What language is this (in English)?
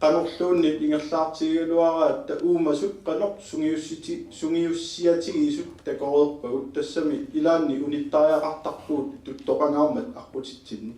Kalaallisut